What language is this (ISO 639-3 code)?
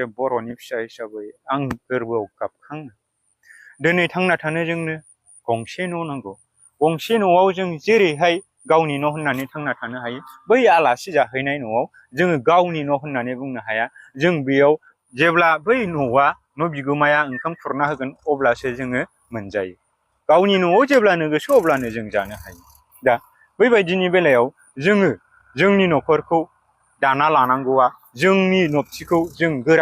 brx